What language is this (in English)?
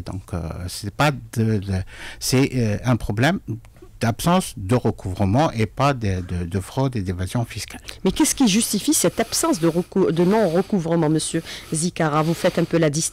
French